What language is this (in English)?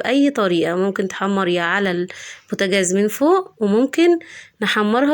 Egyptian Arabic